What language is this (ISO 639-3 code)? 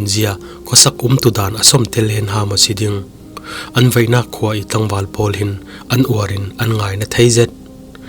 cfm